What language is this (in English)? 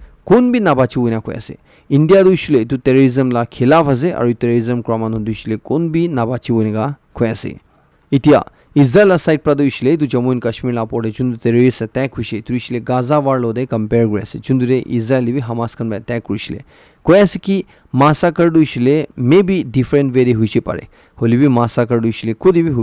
Naga Pidgin